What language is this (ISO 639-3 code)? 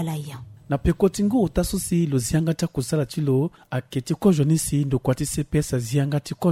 sag